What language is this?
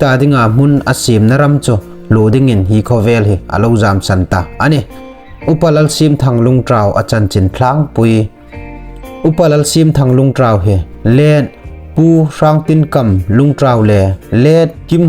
Hmar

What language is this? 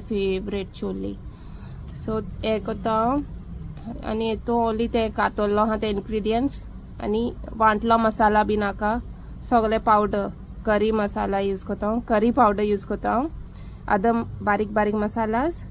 Konkani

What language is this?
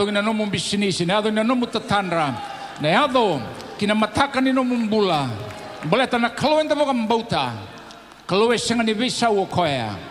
Fijian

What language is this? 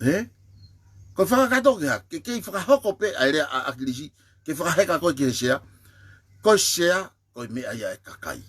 Tongan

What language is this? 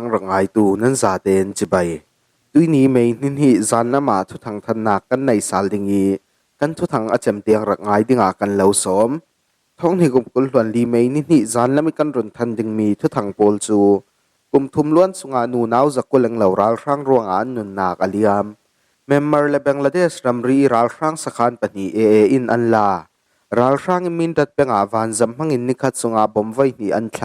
Falam Chin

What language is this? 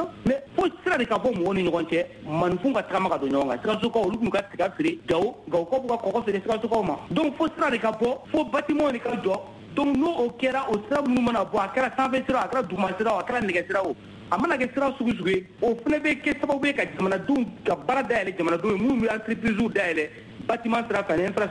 Bambara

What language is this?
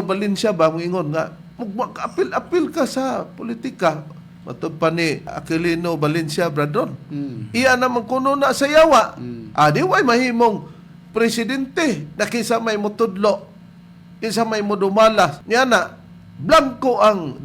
Cebuano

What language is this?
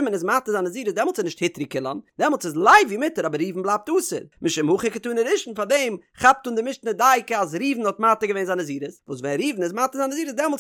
Yiddish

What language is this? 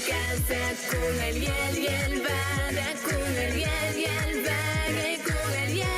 Bashkir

